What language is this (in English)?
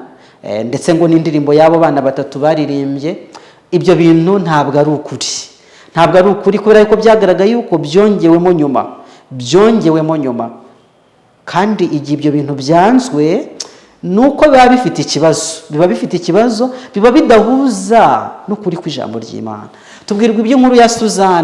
Kinyarwanda